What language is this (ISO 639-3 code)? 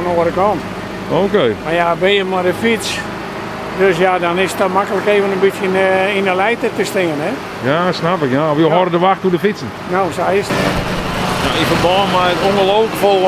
fry